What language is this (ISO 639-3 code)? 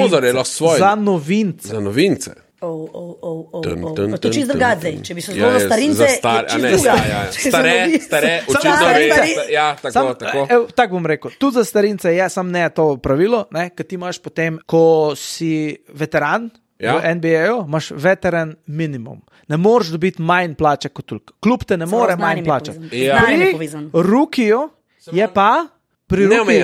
slv